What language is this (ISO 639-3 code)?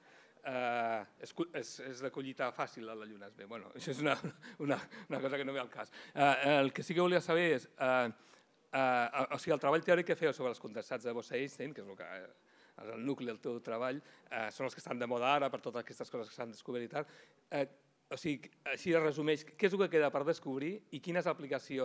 cat